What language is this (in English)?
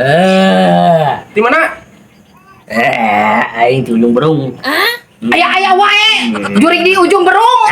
Sundanese